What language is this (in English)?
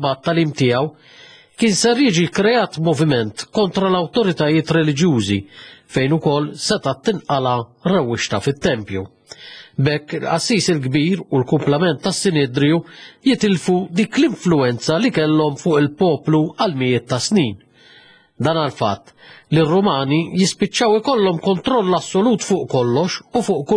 Maltese